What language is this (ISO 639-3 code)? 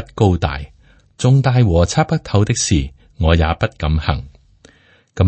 yue